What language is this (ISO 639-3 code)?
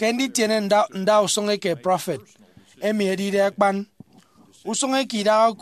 efi